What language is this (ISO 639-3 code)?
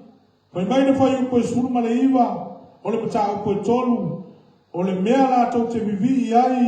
smo